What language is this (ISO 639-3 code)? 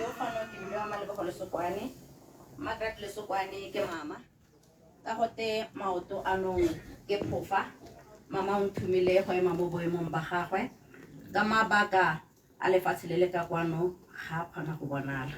tsn